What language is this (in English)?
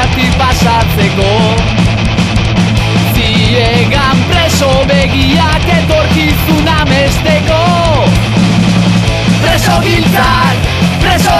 Basque